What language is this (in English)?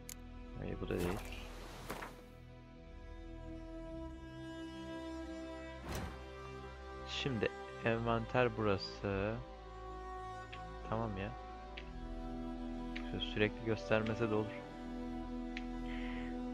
Turkish